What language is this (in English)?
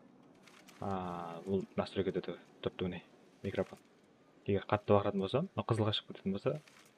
Kara-Kalpak